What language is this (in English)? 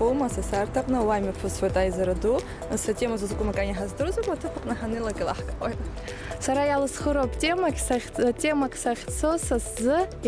Abkhazian